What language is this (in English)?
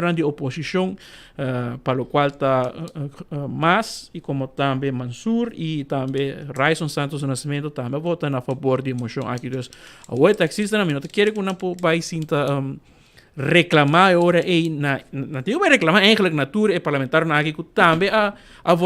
Papiamento